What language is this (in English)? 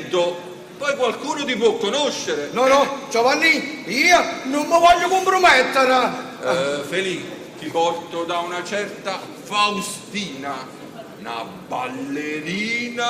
Neapolitan